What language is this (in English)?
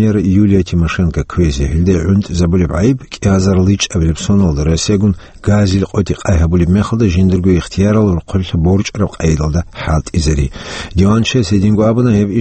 Avaric